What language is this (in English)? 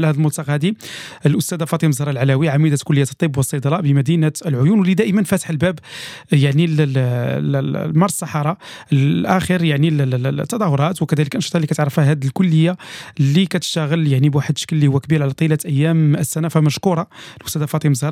Moroccan Arabic